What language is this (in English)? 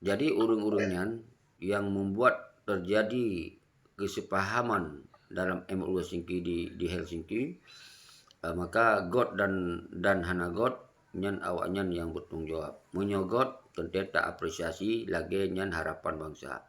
Achinese